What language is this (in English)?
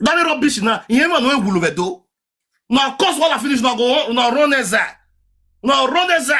Nigerian Pidgin